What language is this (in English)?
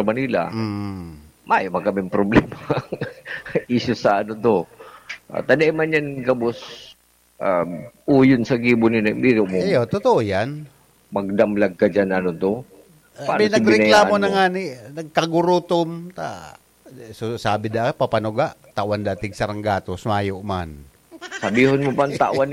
Bikol